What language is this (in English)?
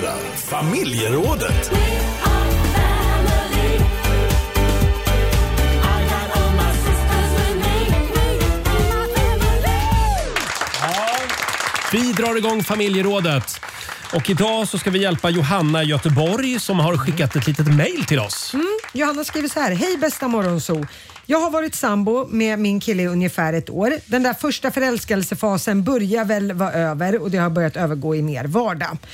Swedish